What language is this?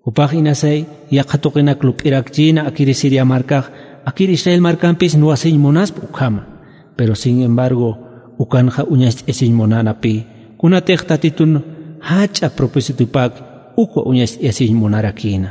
Aymara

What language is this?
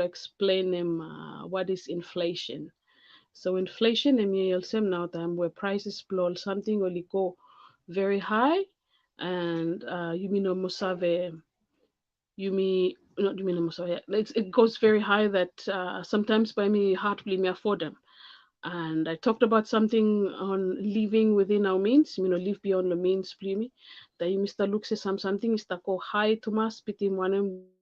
Bislama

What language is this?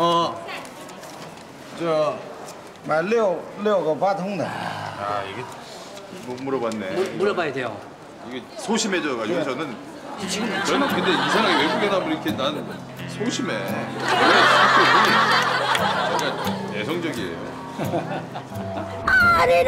Korean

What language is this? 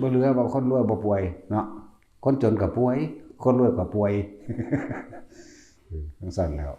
Lao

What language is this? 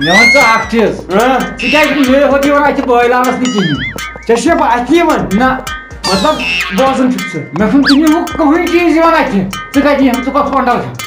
Kashmiri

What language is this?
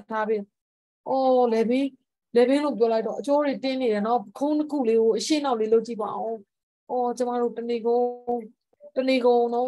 Burmese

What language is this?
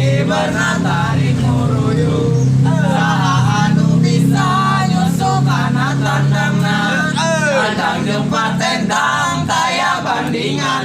Sundanese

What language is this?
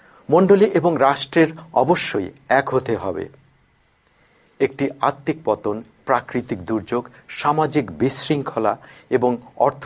Bangla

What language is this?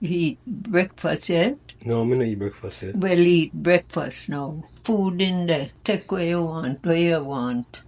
Jamaican Creole English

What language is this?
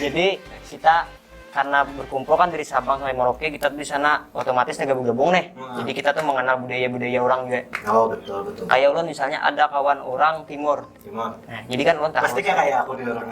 Banjar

